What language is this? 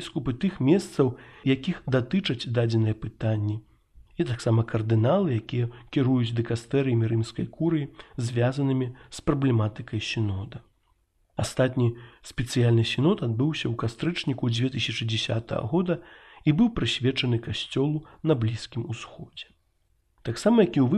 Belarusian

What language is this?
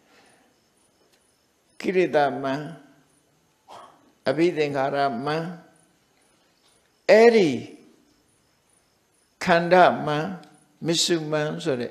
Burmese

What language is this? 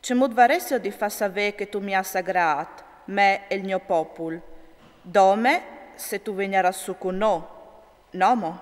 Friulian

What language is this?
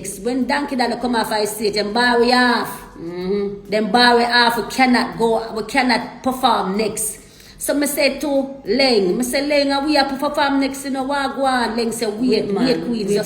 Jamaican Creole English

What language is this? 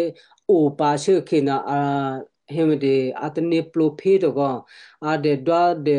Western Kayah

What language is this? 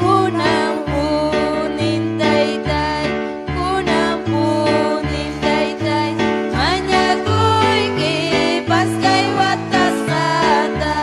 Ayacucho Quechua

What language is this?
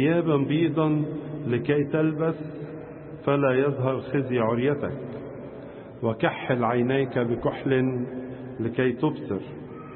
Egyptian Arabic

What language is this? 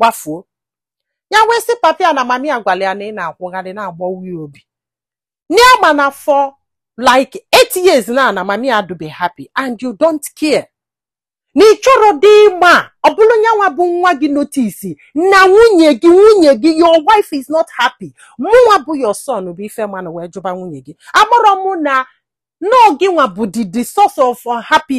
Igbo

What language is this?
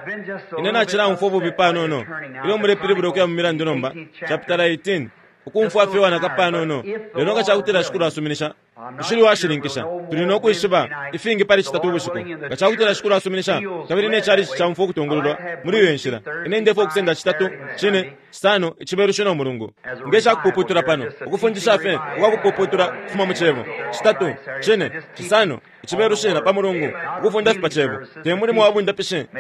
Bemba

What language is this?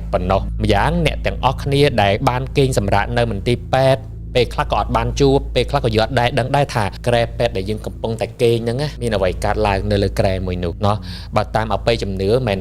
Khmer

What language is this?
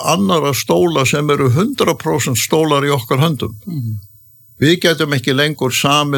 Icelandic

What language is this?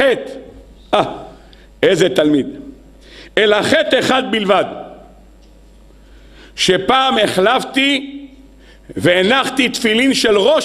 Hebrew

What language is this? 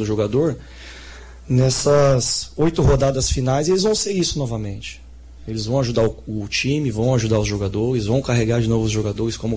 Portuguese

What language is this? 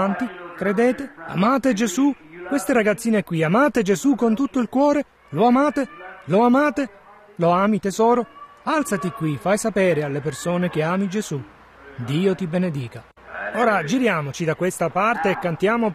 Italian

